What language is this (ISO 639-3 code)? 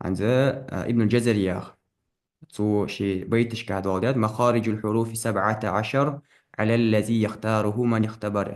inh